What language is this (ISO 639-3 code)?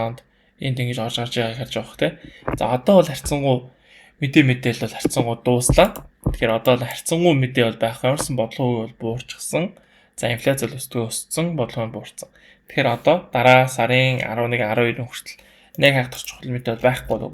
mon